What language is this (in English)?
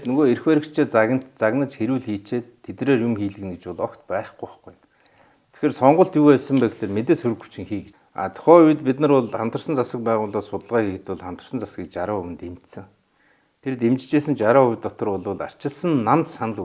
Mongolian